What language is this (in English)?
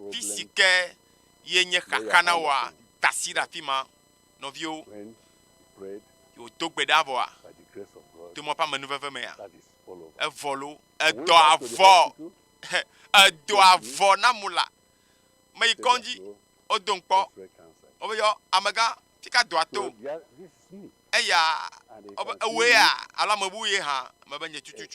Ewe